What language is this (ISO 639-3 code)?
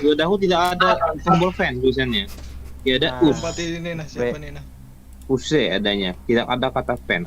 bjn